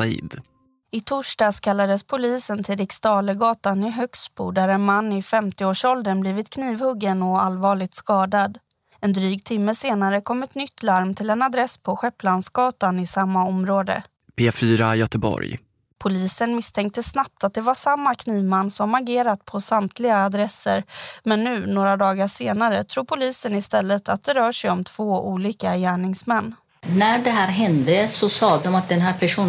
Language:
Swedish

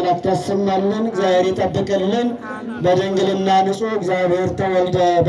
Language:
Amharic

